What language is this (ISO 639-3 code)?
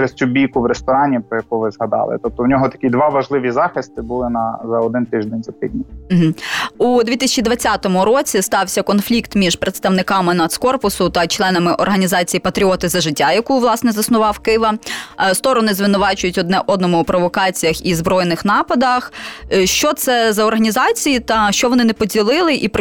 ukr